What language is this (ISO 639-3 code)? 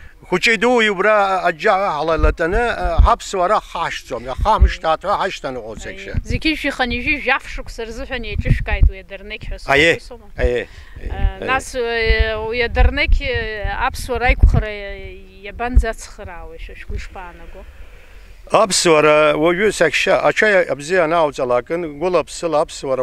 abk